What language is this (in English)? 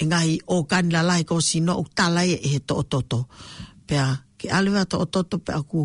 Tongan